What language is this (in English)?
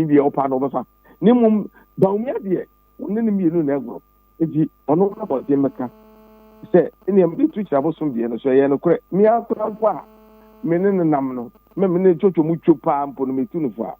Akan